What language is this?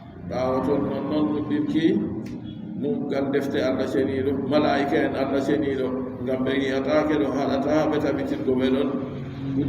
Adamawa Fulfulde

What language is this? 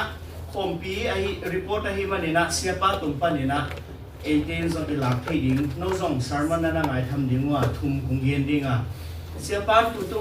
Tedim Chin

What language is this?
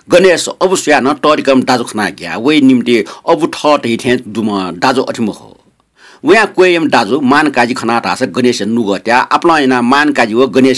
Newari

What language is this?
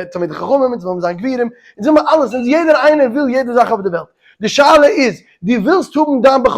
Yiddish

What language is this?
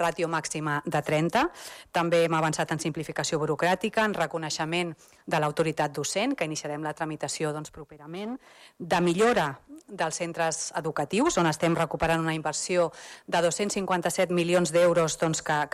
Catalan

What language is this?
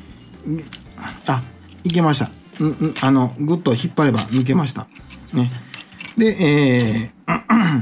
Japanese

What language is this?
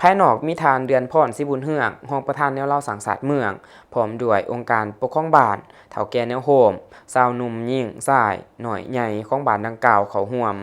Lao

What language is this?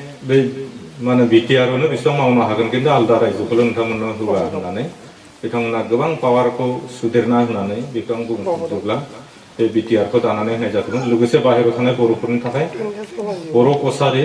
Bodo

